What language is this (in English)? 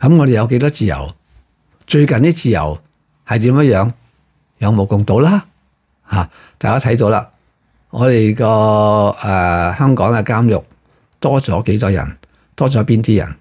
Cantonese